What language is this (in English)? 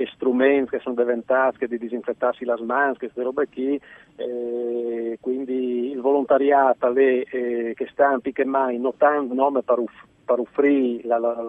Friulian